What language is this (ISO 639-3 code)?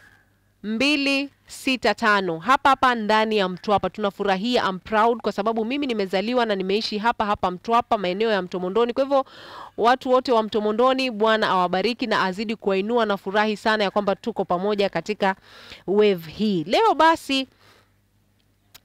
swa